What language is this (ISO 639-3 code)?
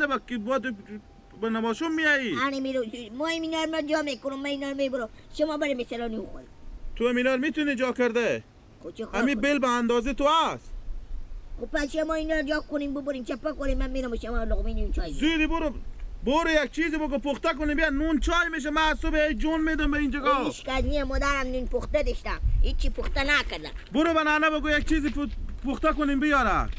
fas